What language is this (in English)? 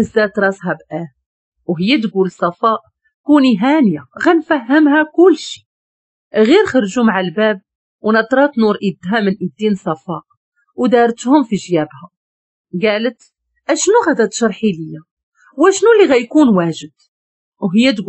Moroccan Arabic